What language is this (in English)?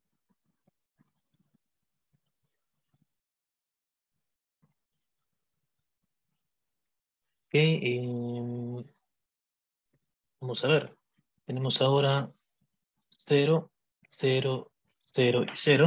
Spanish